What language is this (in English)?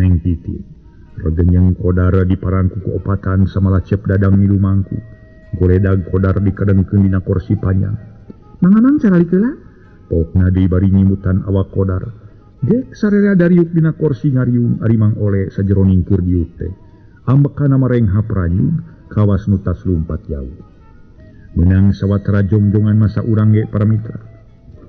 Sundanese